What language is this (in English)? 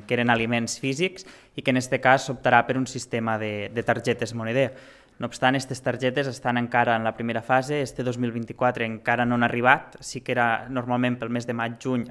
Catalan